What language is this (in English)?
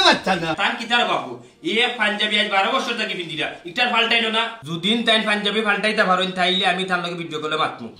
Sylheti